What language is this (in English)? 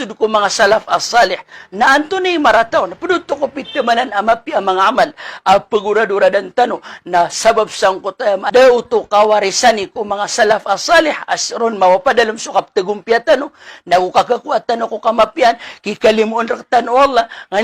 Maranao